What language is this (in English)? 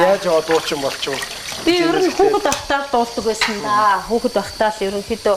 Mongolian